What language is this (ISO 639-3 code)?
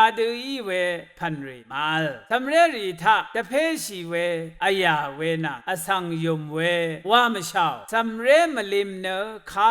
raw